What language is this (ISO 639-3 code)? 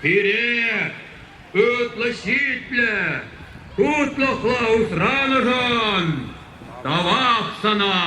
chv